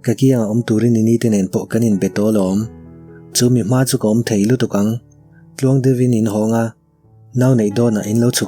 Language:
Mizo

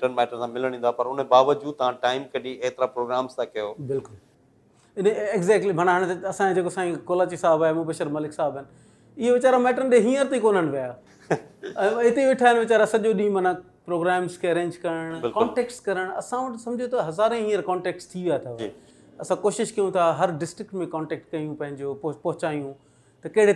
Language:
Sindhi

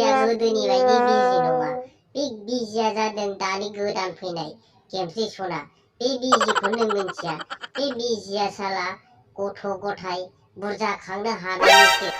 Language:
Bodo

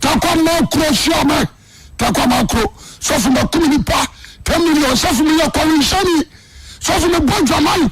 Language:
Akan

